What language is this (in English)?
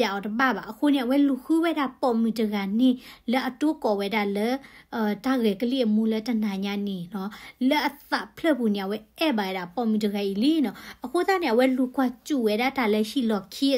S'gaw Karen